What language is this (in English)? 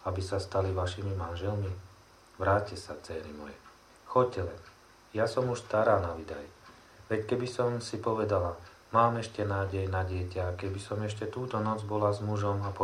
Slovak